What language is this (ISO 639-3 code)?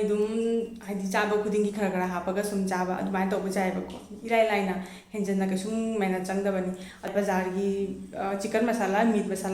mni